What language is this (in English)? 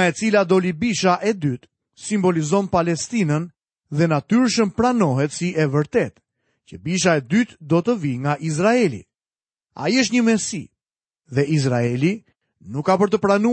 Albanian